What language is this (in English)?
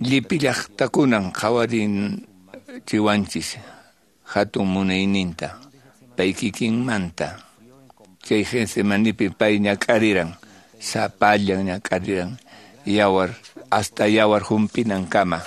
Quechua